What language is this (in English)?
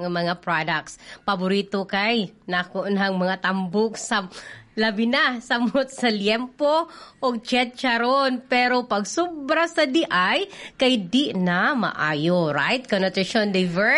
Cebuano